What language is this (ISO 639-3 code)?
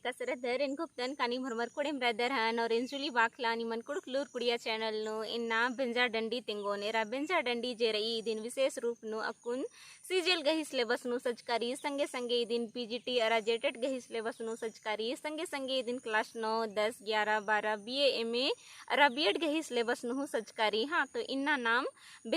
kru